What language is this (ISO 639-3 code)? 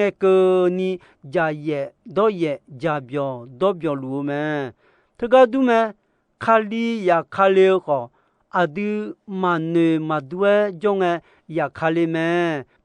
ahk